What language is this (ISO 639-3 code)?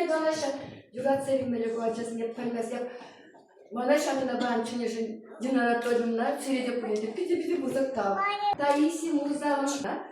chv